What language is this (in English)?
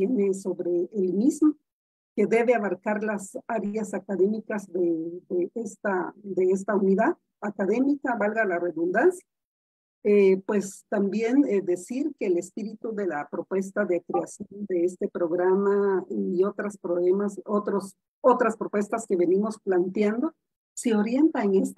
Spanish